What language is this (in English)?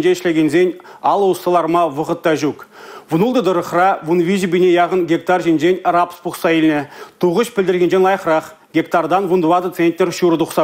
Chuvash